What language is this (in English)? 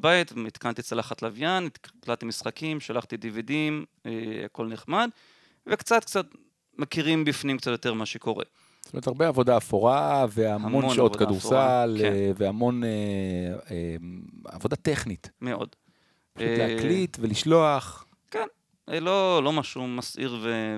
Hebrew